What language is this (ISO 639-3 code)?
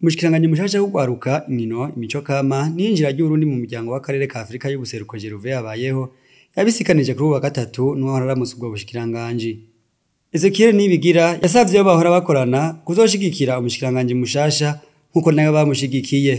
run